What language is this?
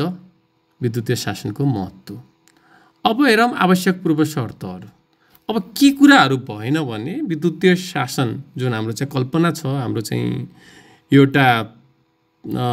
Nepali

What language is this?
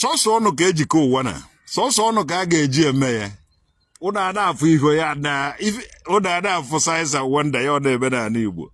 Igbo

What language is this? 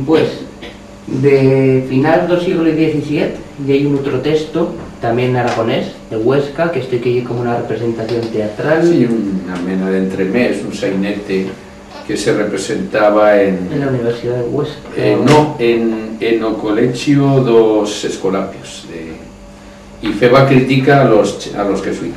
Aragonese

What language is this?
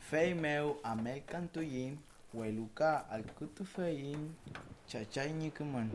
Mapuche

